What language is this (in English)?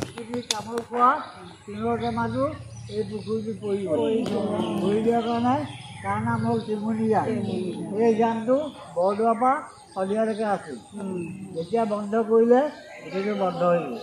Assamese